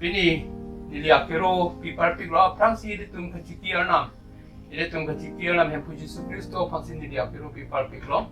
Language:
Karbi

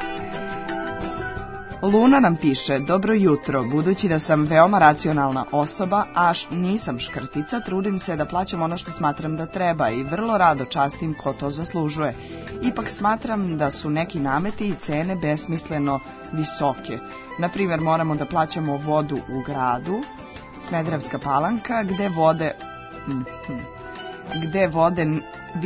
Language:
Serbian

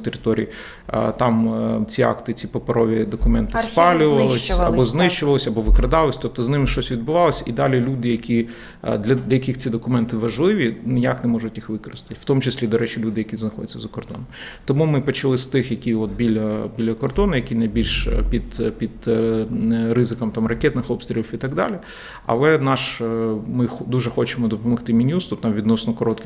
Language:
Ukrainian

